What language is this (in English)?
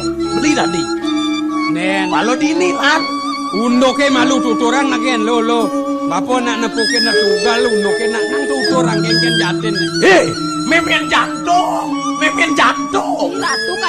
Balinese